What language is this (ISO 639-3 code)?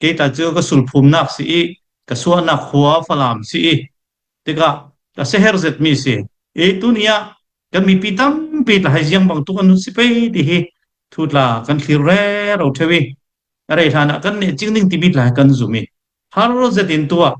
cnh